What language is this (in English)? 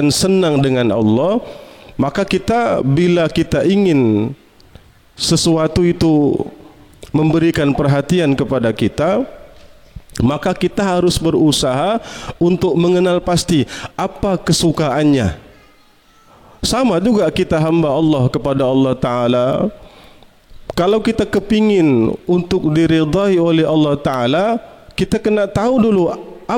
Malay